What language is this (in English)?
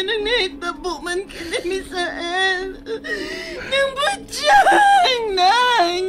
Cebuano